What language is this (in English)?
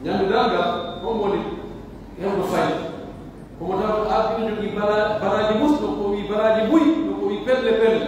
Pular